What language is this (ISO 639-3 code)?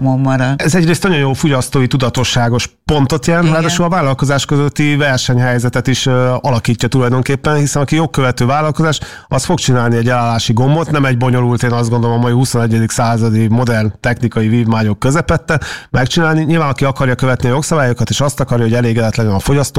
hun